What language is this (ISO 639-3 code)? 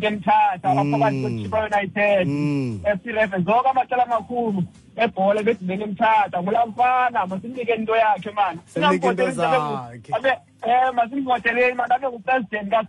xho